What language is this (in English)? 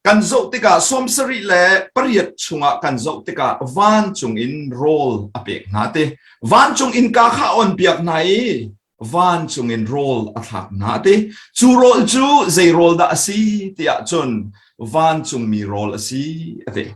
Hakha Chin